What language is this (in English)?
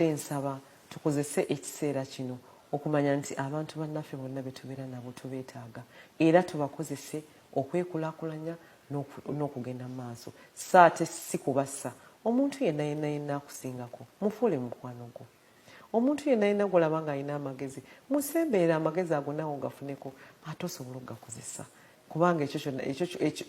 Ganda